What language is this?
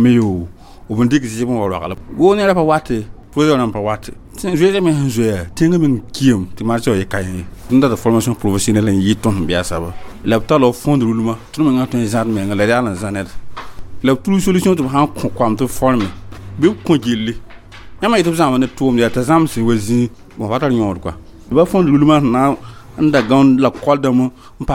Mossi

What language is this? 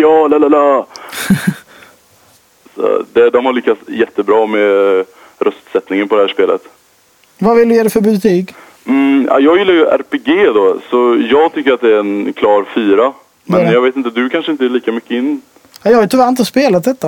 Swedish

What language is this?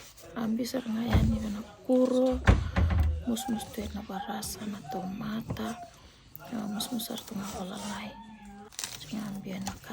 Fijian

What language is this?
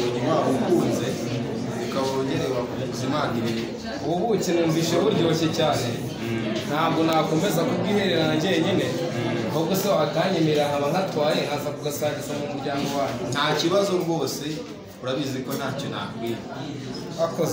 Kinyarwanda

